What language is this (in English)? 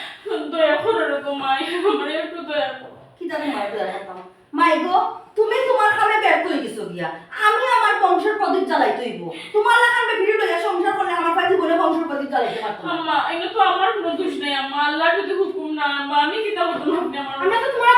Sylheti